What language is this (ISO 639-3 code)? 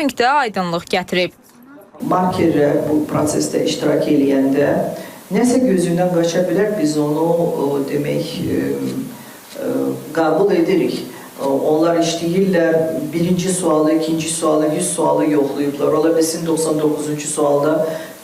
aze